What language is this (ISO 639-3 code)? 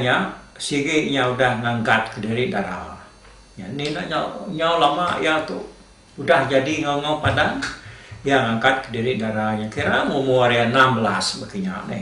iba